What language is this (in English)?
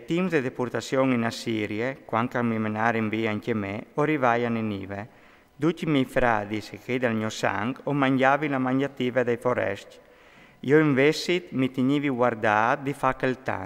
Friulian